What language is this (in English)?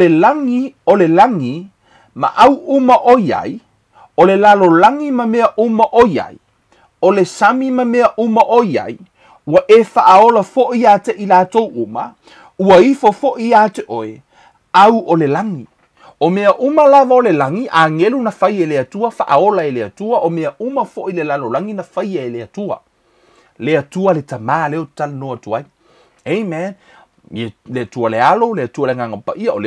Samoan